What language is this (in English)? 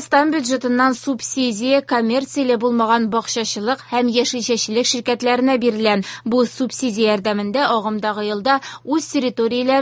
Tatar